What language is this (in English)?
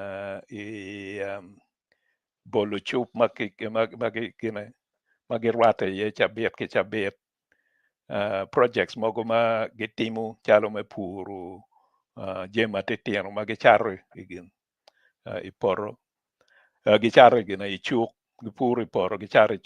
Acoli